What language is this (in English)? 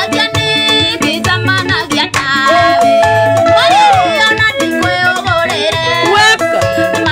Kikuyu